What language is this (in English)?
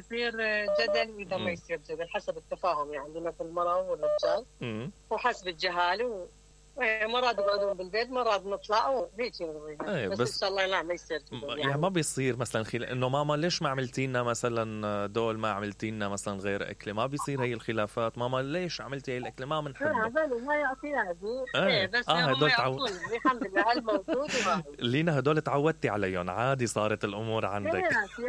Mesopotamian Arabic